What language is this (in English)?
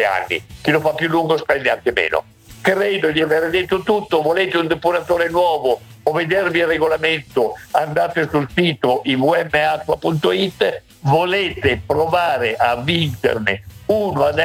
Italian